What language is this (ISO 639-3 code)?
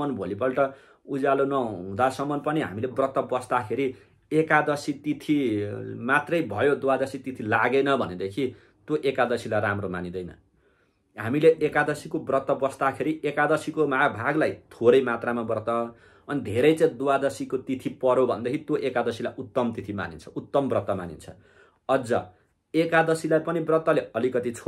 nep